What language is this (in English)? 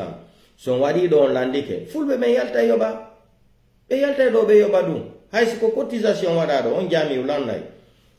Pular